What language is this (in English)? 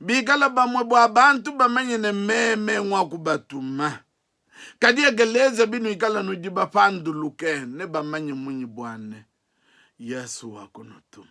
Luba-Lulua